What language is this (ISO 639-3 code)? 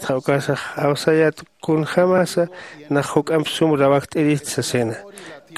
aym